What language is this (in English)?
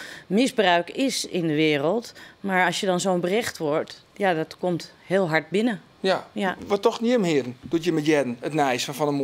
Western Frisian